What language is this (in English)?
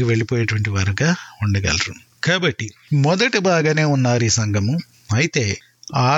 Telugu